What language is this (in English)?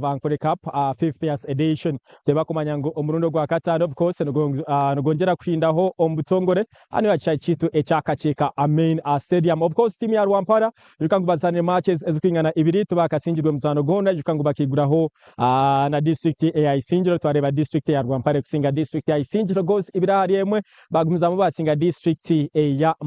Nyankole